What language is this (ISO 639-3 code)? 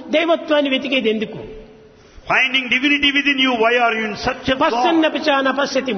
tel